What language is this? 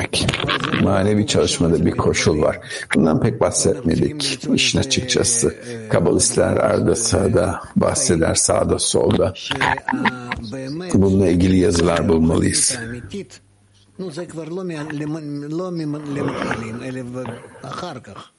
Turkish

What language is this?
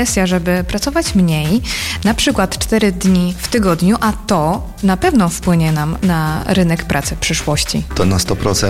Polish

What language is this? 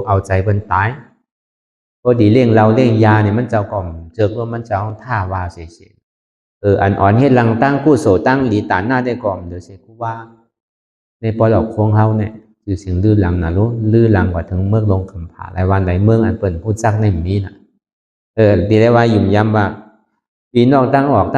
Shan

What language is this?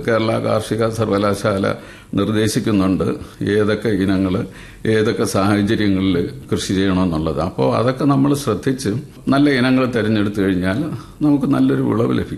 Malayalam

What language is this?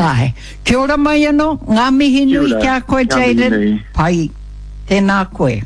Māori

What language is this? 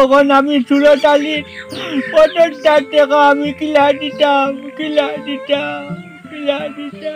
Sylheti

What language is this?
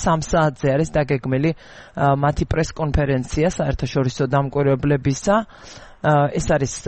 Georgian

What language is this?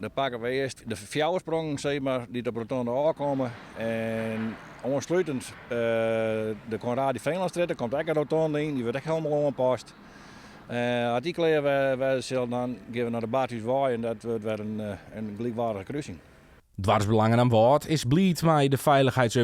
Western Frisian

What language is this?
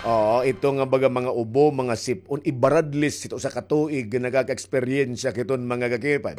Waray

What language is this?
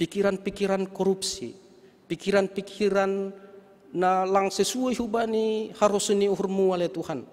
Batak Simalungun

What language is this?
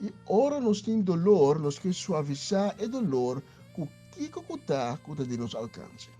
Papiamento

